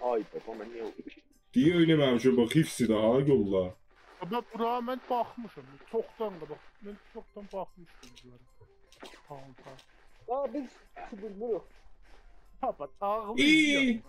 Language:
South Azerbaijani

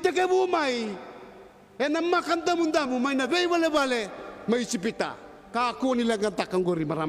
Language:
Fijian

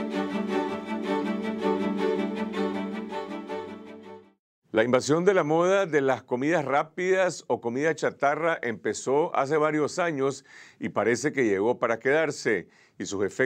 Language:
Spanish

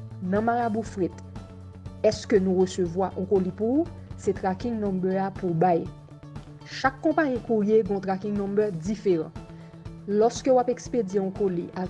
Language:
Haitian Creole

